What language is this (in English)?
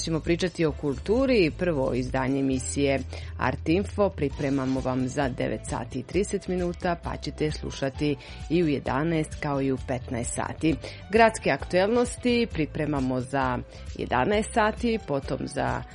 Serbian